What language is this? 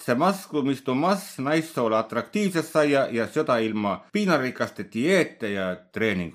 Võro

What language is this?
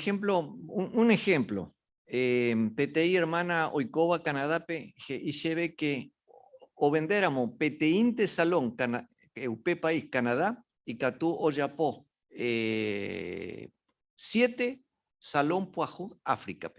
Guarani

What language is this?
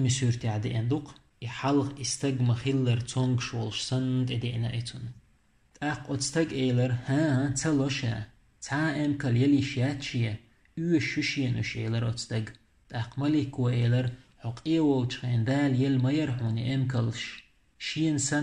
Chechen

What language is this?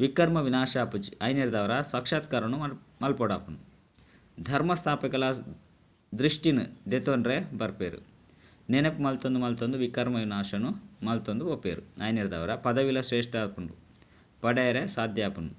Tulu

